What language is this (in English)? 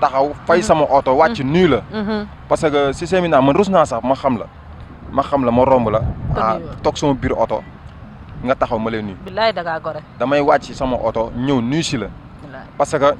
Wolof